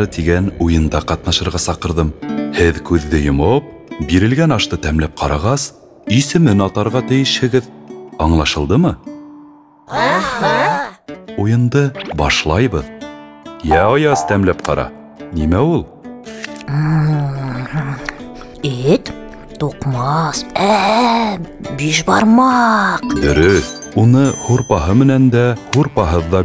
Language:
Bashkir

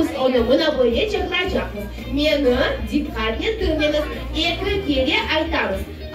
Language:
Crimean Tatar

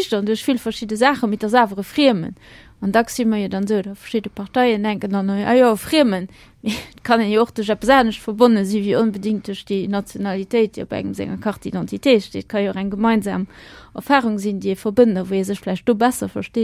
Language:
Luxembourgish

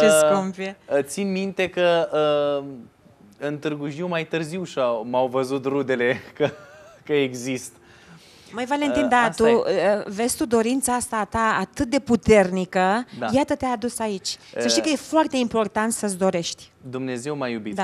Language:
Romanian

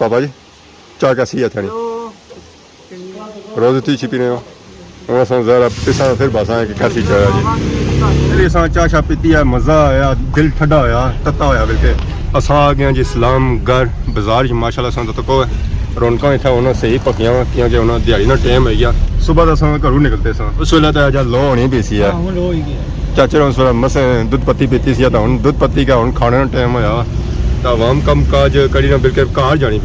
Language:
Pahari-Potwari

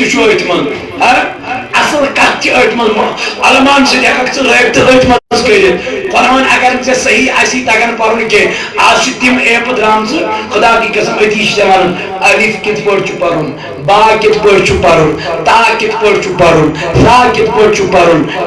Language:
Kashmiri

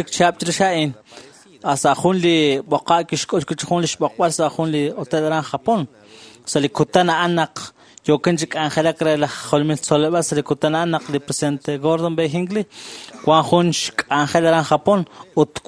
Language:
Kekchí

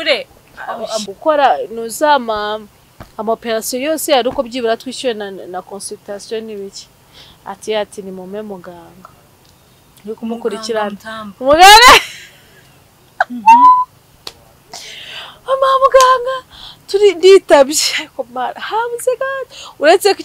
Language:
Kinyarwanda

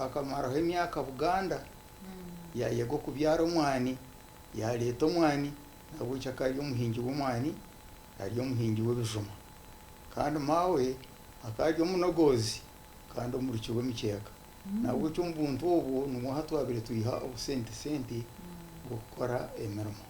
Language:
Nyankole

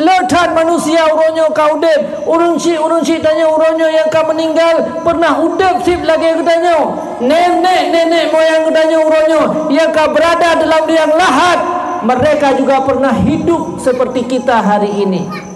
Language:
Achinese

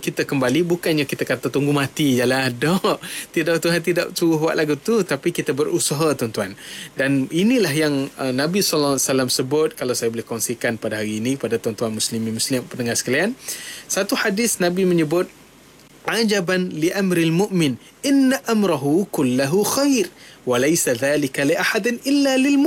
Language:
Malay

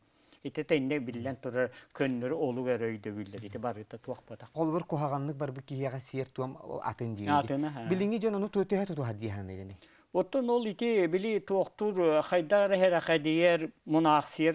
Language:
Yakut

